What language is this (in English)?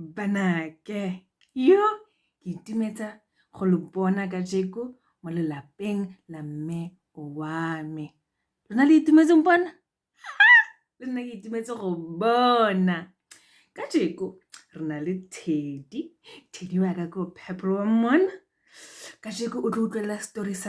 Tswana